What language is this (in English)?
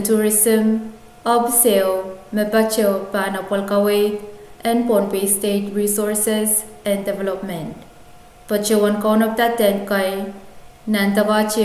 Pohnpeian